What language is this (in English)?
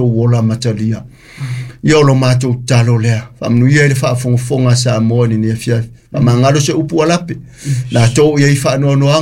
Samoan